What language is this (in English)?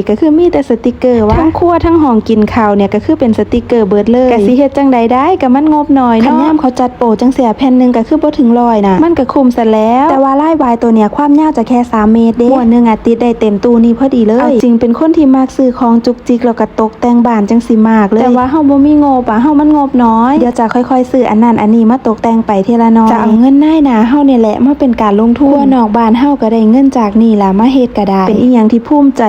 Lao